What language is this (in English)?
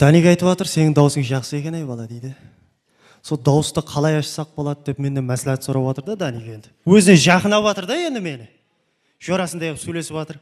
Kara-Kalpak